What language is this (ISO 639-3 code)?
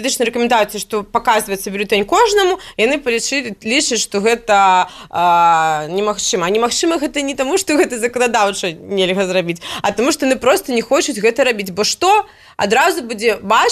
bel